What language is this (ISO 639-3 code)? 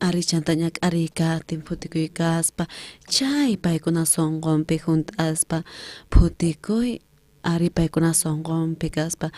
quh